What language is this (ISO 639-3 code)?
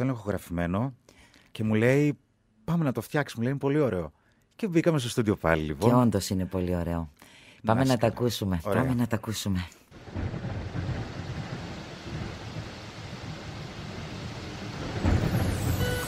ell